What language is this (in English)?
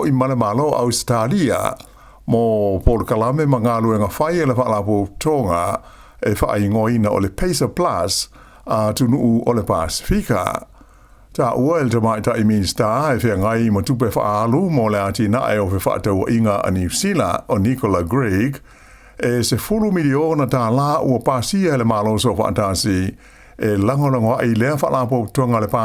Samoan